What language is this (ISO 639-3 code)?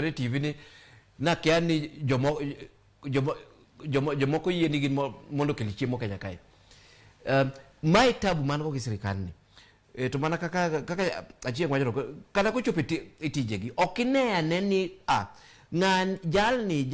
luo